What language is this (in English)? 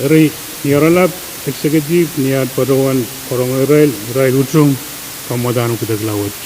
Pohnpeian